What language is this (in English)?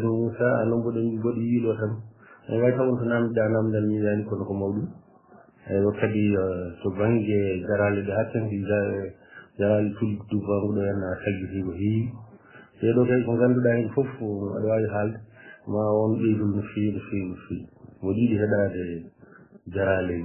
Fula